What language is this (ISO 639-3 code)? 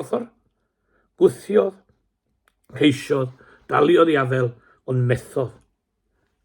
cym